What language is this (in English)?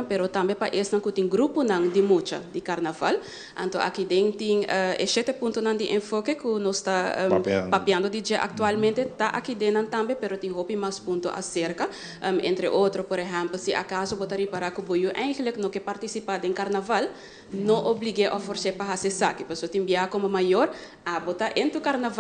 Papiamento